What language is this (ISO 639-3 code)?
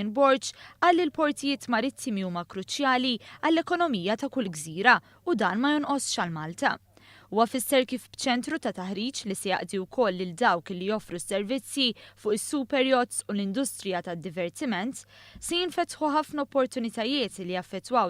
mlt